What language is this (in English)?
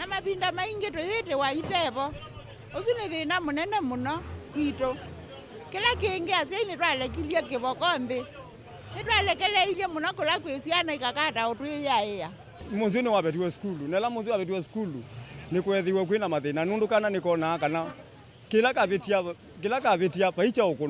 Kamba